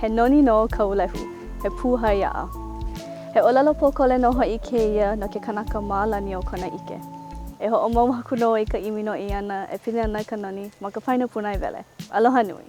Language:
Hawaiian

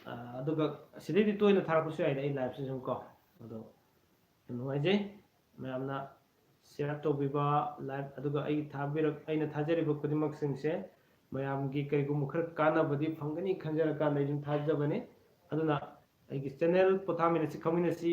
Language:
Manipuri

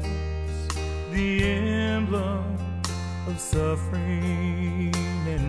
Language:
Gujarati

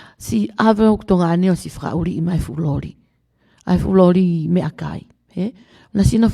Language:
Tongan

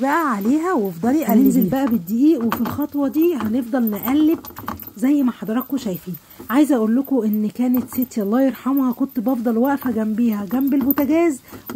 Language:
Egyptian Arabic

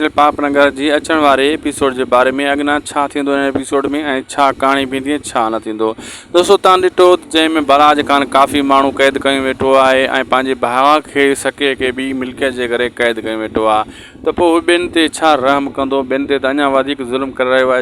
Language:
Sindhi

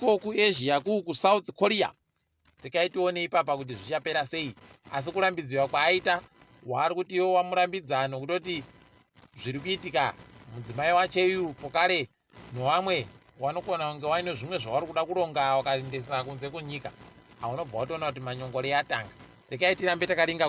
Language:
Ndau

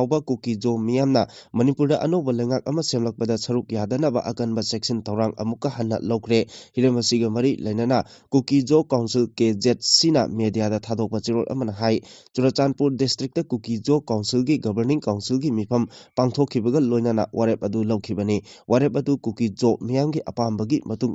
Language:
Manipuri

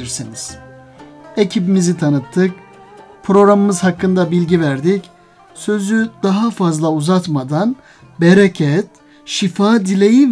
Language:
Turkish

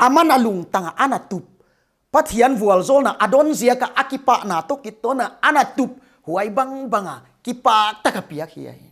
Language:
Paite Chin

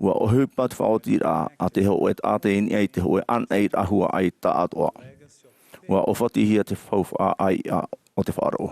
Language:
Tahitian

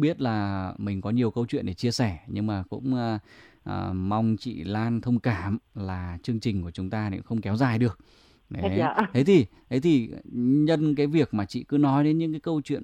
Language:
Vietnamese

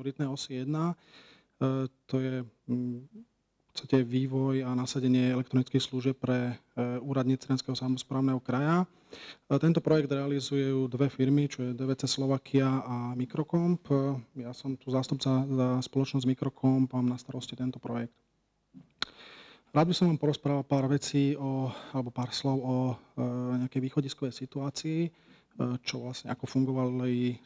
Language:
Slovak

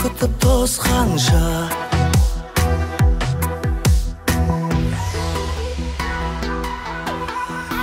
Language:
Kazakh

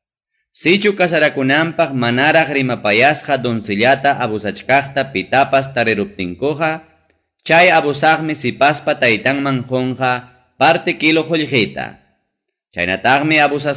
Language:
Ayacucho Quechua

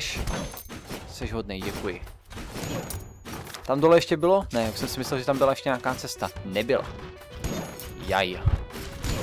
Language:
Czech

